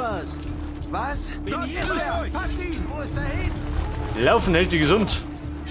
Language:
Bavarian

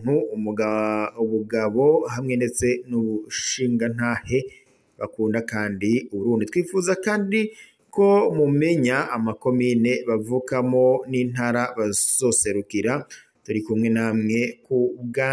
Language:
Rundi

